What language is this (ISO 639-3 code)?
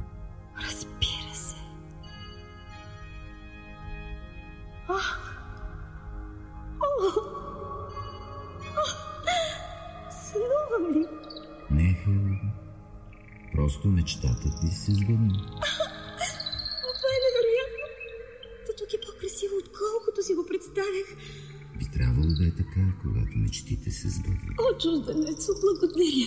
bul